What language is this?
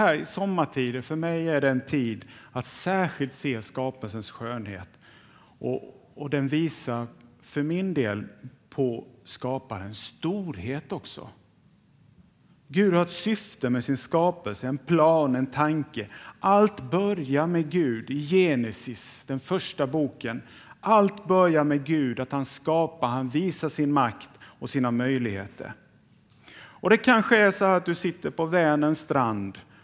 Swedish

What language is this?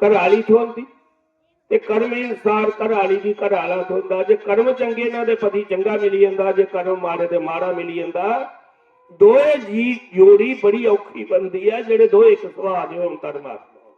Dogri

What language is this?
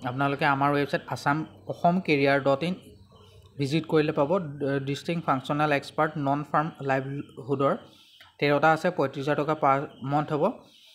Assamese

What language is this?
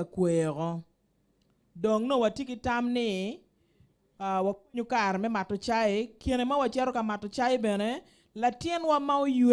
Acoli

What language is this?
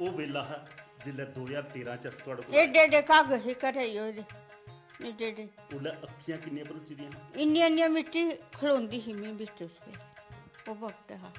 Dogri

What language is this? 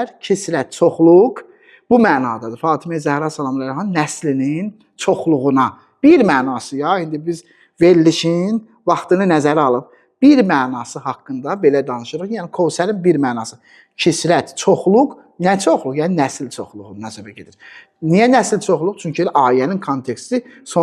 Azerbaijani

